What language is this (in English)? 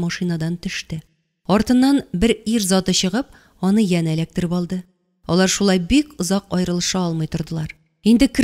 Tatar